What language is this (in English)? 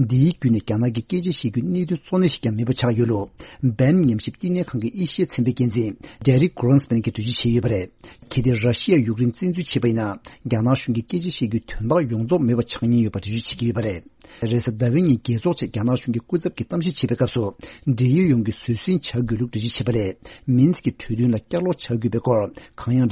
Tibetan